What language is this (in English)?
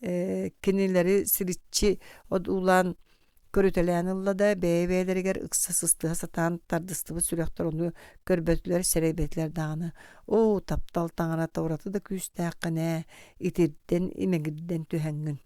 Yakut